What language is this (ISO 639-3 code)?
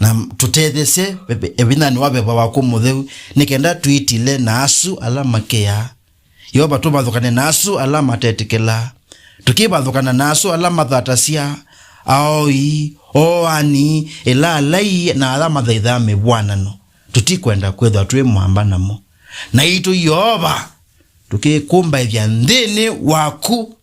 kam